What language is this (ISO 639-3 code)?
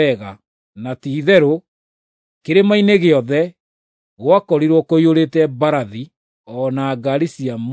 kik